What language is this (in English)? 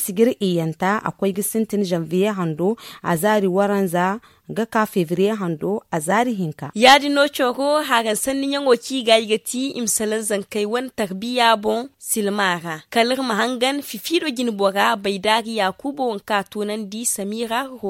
Zarma